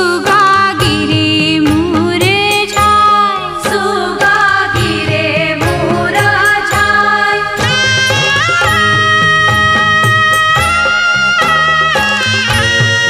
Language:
Bhojpuri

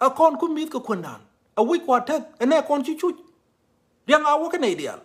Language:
Nuer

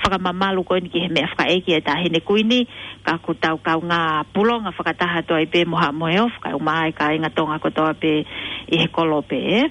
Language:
Tongan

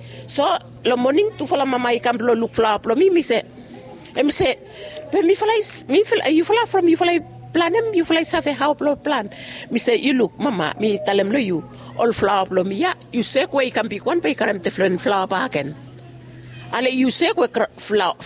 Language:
Bislama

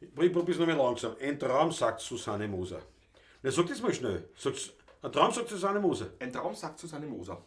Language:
Bavarian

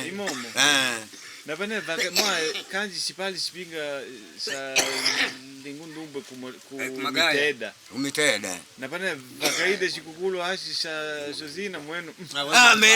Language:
Makonde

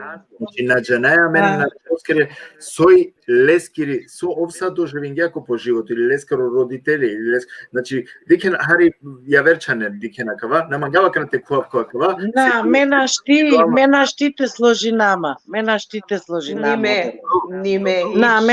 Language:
Balkan Romani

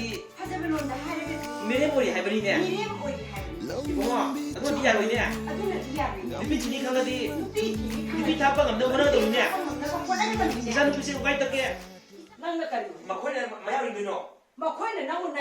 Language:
Manipuri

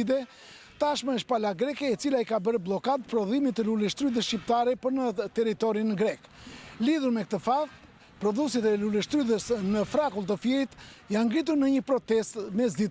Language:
Albanian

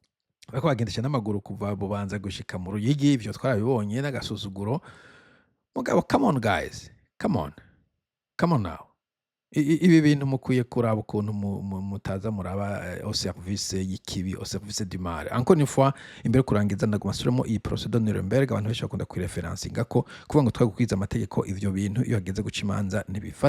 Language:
Rundi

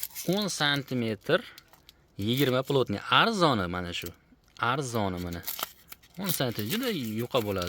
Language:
Uzbek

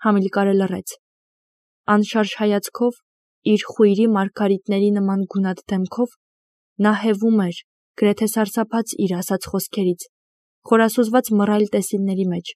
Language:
Armenian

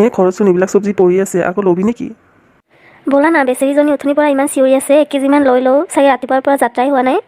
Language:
Assamese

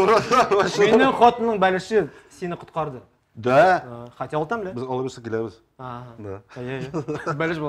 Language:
Tatar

